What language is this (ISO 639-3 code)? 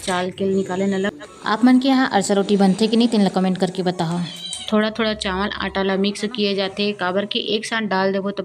hne